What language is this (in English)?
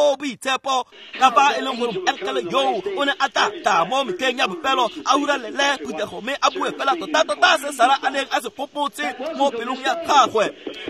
Tswana